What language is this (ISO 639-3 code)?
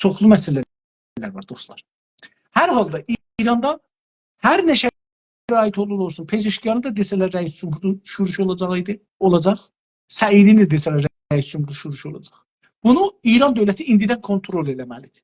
azb